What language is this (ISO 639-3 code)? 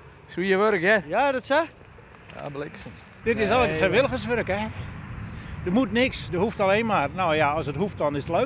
fry